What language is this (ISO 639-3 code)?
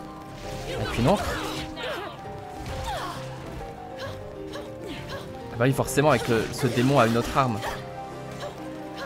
fra